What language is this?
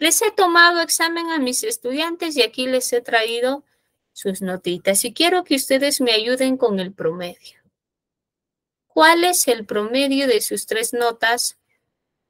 Spanish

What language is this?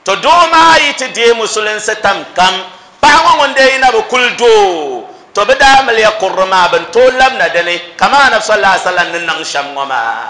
Dagbani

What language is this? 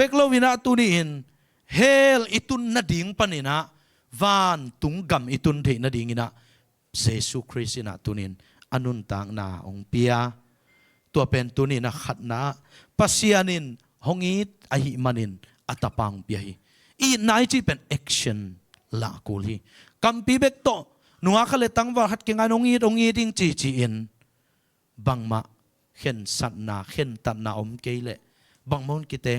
Tedim Chin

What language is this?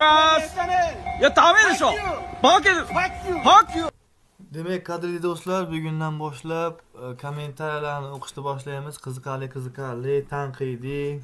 Uzbek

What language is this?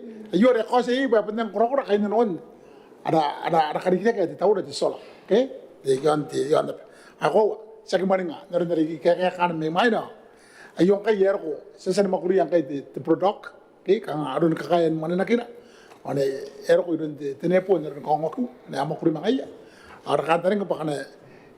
Gilbertese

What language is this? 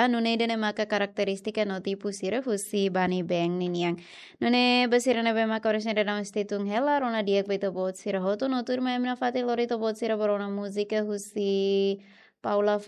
Tetum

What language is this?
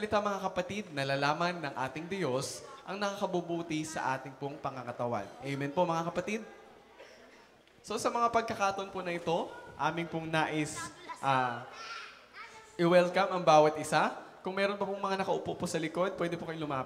Filipino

